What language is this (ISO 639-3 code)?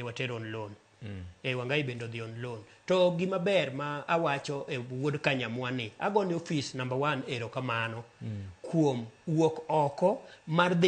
luo